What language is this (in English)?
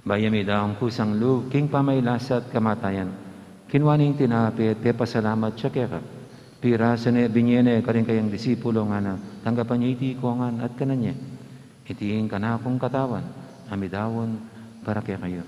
Pampanga